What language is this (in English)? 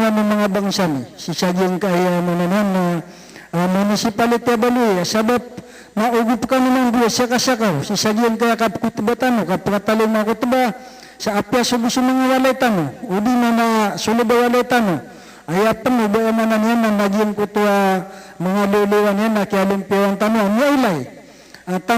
Maranao